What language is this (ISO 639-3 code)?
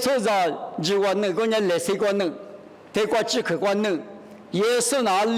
lis